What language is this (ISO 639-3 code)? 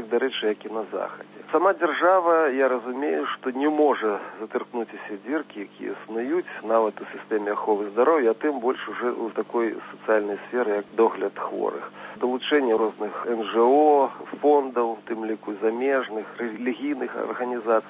bel